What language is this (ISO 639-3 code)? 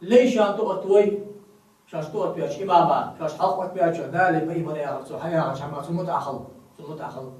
inh